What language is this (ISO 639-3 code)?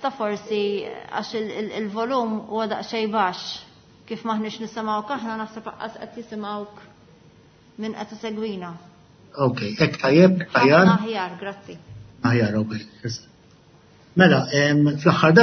mlt